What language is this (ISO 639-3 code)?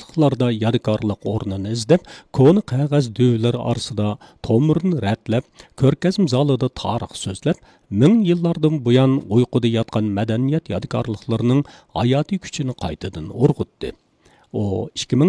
uig